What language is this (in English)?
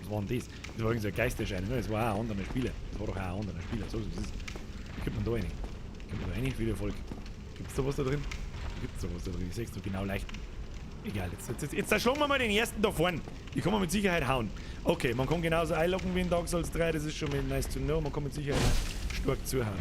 Bavarian